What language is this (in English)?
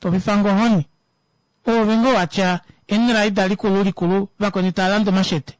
Kuanyama